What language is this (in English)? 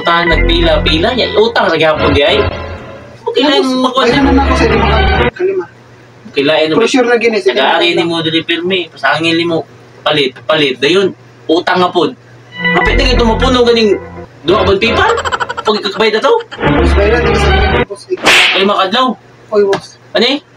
Cebuano